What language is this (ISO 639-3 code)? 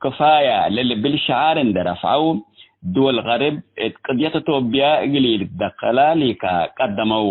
tig